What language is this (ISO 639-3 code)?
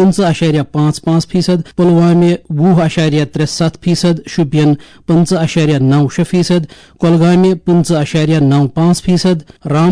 kas